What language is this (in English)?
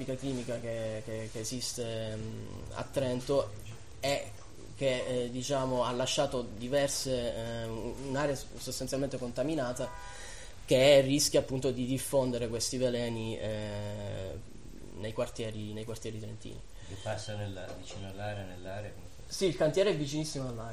Italian